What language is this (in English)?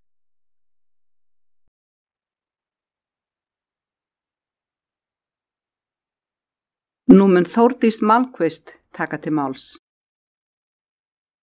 Icelandic